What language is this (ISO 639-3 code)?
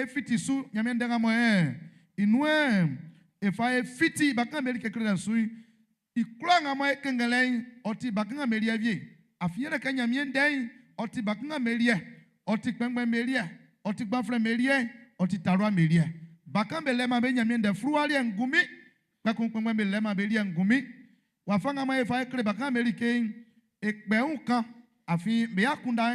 bci